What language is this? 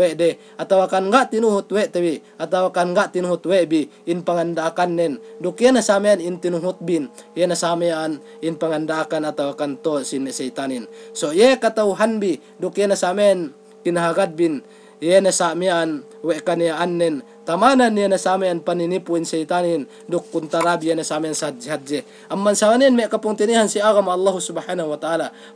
Yakan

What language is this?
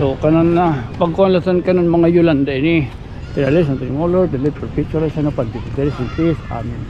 Waray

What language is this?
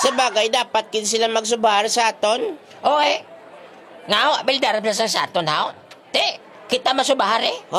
Hiligaynon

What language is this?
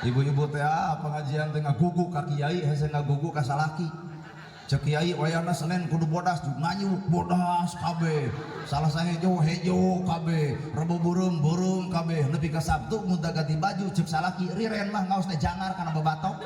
Sundanese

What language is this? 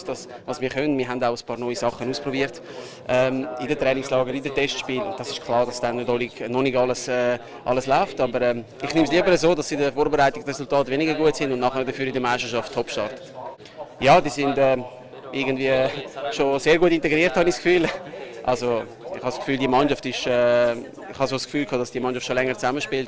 Swiss German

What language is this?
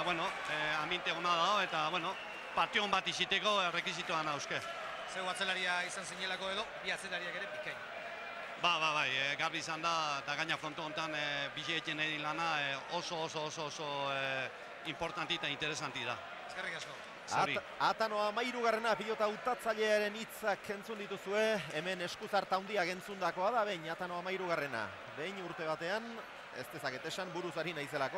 Basque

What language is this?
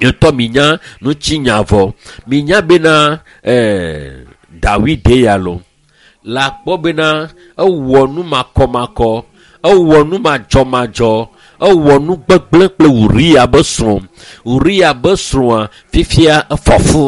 Ewe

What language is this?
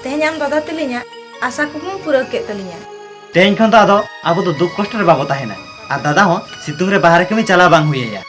Santali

